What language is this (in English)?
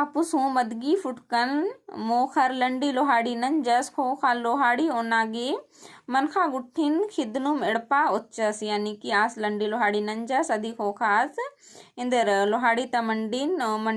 Kurukh